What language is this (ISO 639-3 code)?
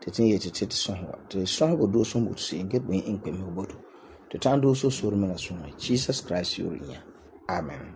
gur